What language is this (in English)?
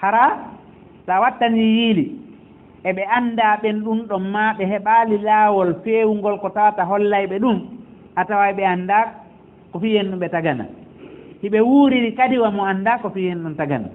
Fula